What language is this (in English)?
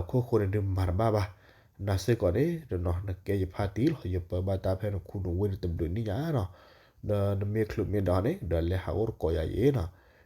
S'gaw Karen